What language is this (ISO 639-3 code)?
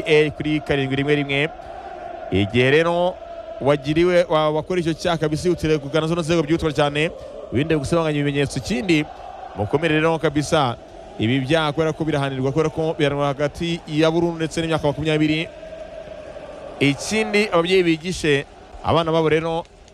kin